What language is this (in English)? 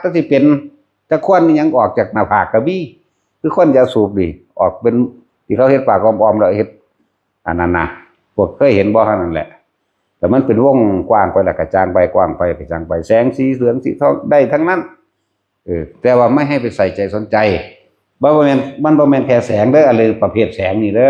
Northeastern Thai